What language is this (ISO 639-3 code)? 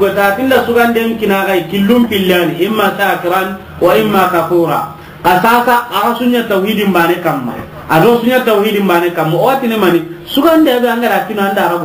snk